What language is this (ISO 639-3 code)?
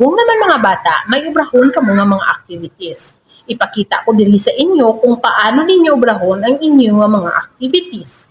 hil